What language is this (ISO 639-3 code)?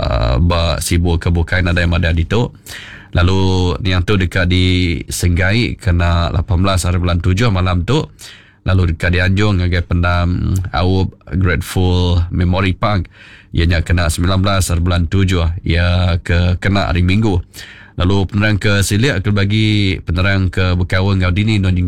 iba